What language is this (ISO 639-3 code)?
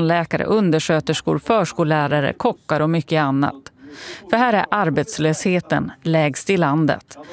swe